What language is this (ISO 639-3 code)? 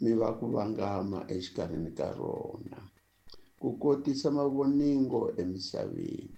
tso